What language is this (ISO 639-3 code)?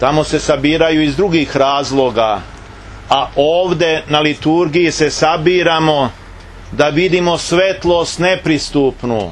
srp